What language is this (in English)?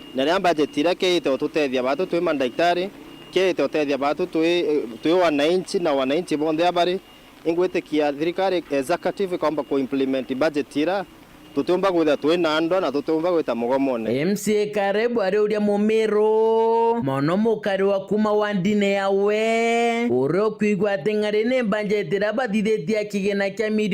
Meru